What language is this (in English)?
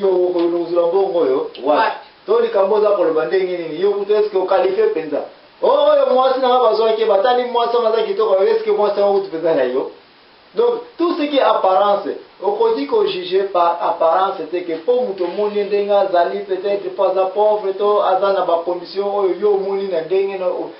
Lingala